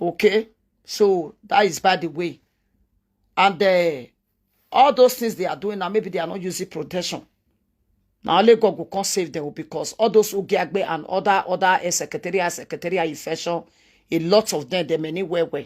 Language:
Nigerian Pidgin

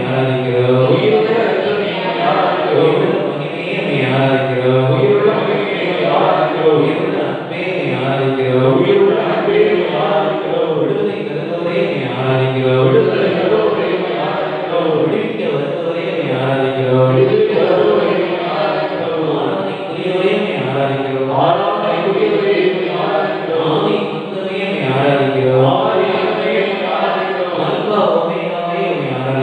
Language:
Tamil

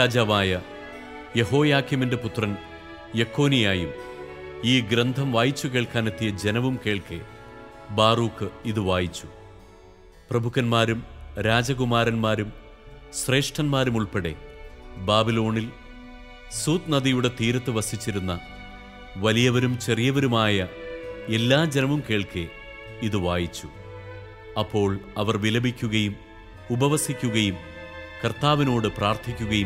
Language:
Malayalam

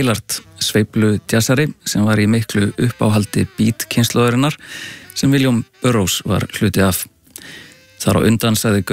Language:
Icelandic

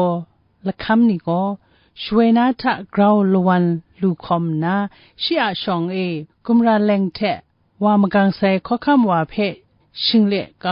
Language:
Kachin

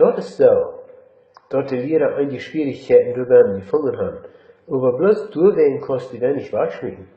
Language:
Plautdietsch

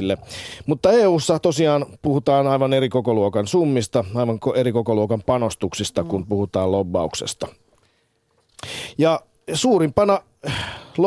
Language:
Finnish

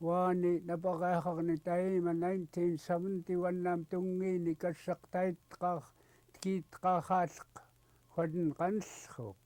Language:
Central Yupik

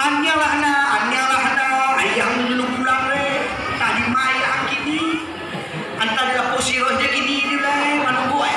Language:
Minangkabau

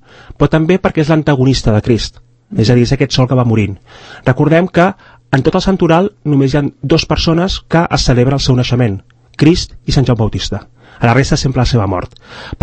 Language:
Catalan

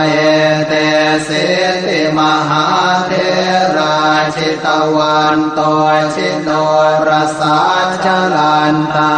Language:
Pali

